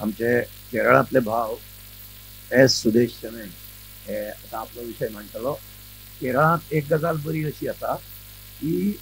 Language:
Konkani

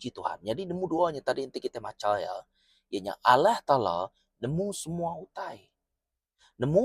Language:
Iban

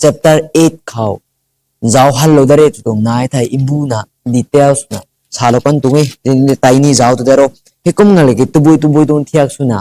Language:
Rongmei Naga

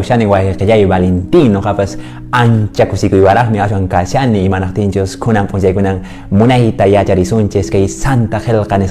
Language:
Quechua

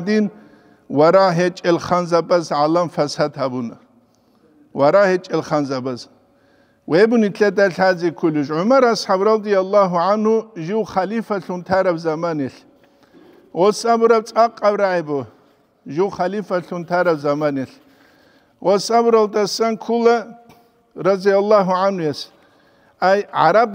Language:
Avaric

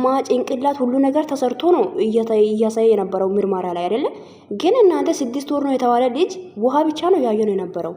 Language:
Amharic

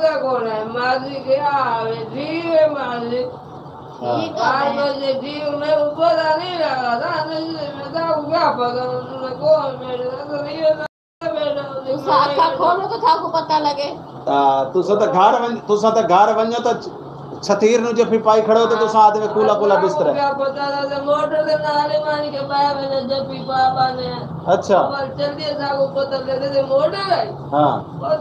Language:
Saraiki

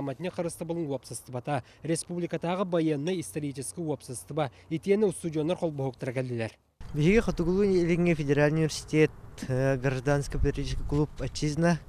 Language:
Yakut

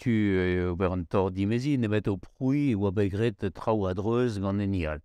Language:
Breton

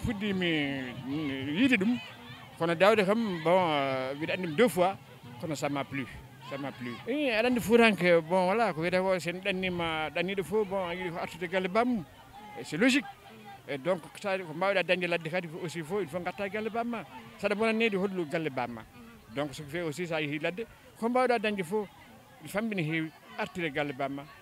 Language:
Fula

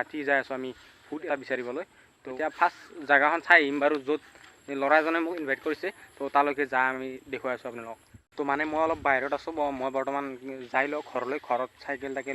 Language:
Assamese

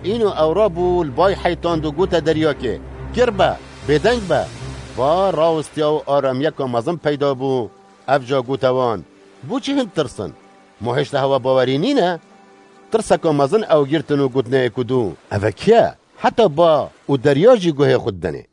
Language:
Kurdish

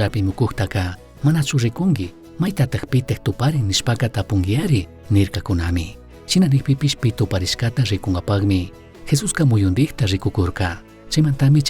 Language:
Chimborazo Highland Quichua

